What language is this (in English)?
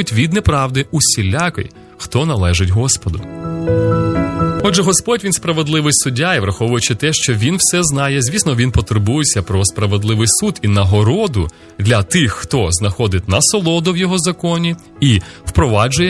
Ukrainian